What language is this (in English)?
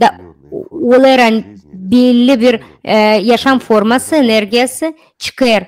Gagauz